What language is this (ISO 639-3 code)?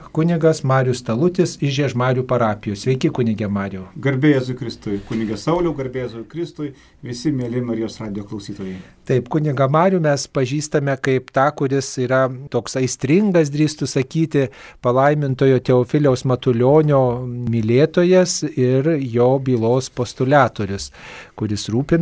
lit